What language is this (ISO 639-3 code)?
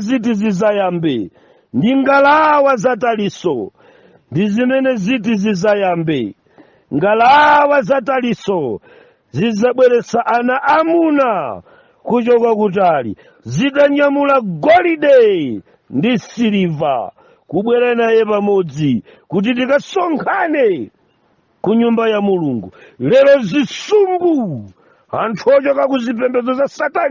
nya